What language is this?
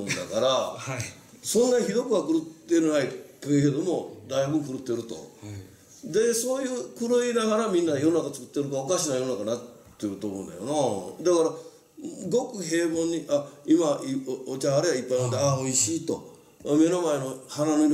Japanese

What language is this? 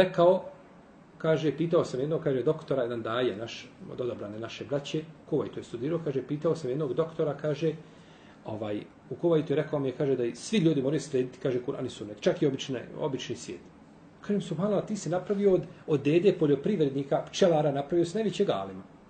Bosnian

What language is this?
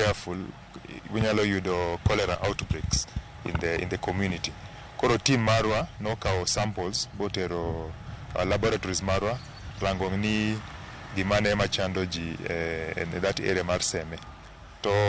Luo (Kenya and Tanzania)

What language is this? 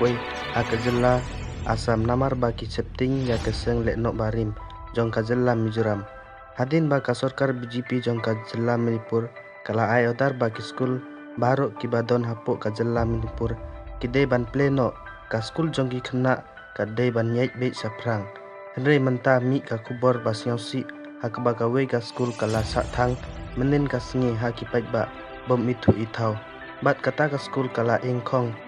Khasi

